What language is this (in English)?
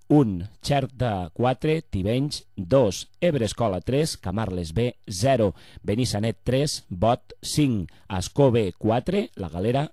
Catalan